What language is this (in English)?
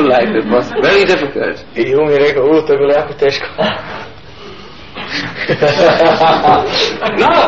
Croatian